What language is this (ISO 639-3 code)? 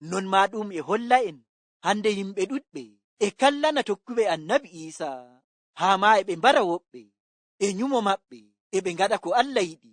ful